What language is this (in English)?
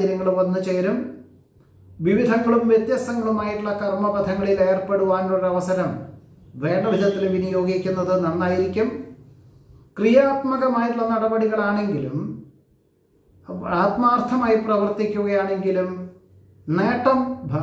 Malayalam